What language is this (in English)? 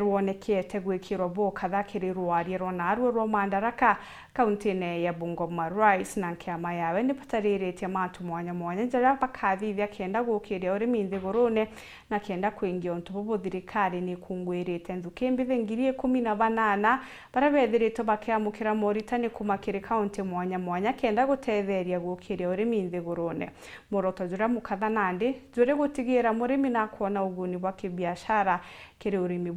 Meru